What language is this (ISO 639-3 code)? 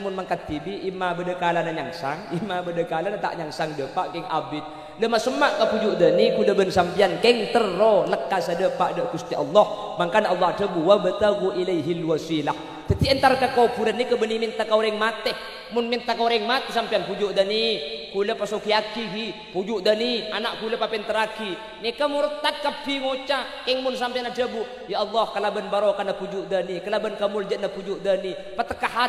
mad